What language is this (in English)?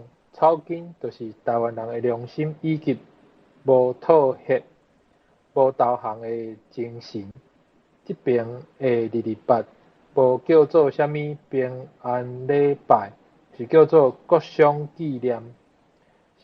Min Nan Chinese